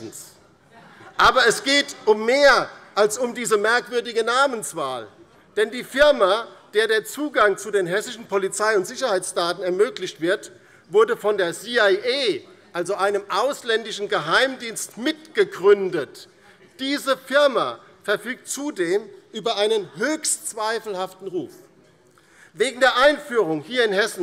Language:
German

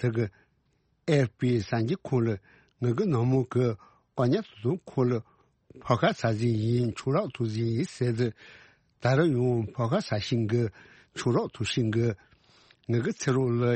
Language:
Tibetan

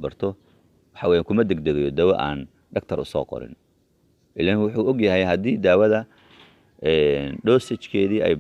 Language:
Somali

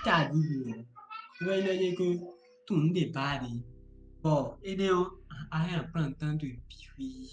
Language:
Fon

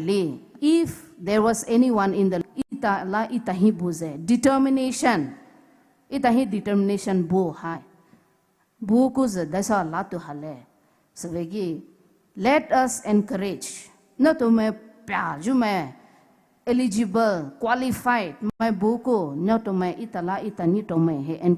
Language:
Poumei Naga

